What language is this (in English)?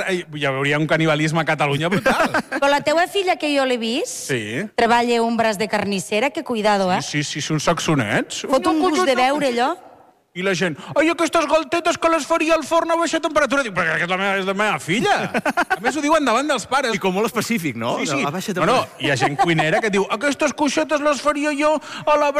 Catalan